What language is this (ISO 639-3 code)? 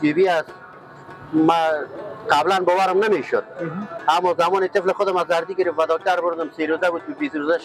fas